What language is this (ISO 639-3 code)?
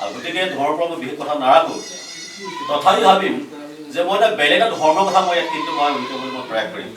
asm